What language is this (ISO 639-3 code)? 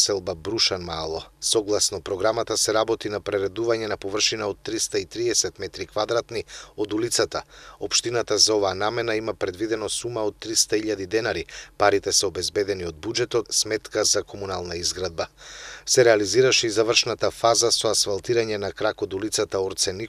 mkd